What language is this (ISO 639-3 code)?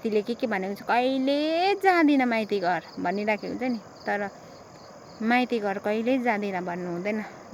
nep